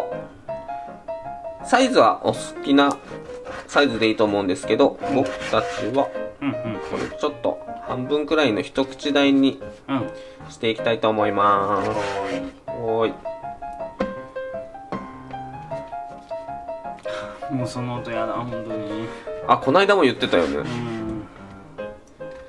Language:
Japanese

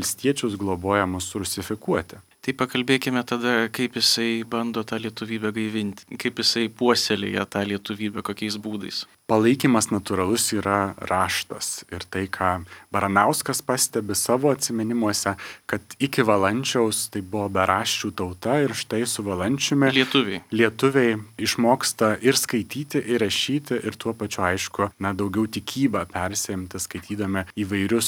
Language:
Lithuanian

